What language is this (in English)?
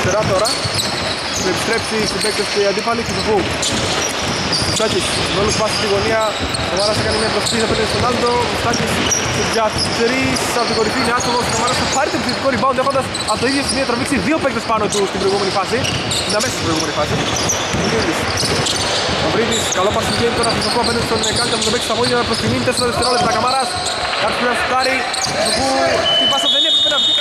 Greek